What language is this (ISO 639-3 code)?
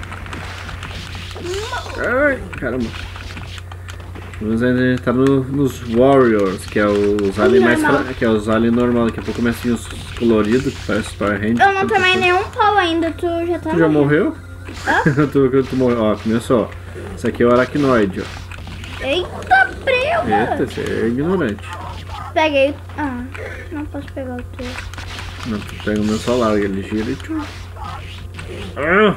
por